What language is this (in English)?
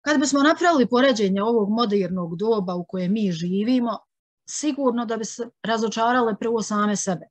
Bosnian